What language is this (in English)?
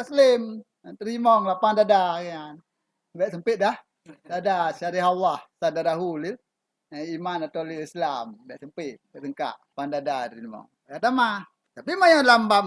Achinese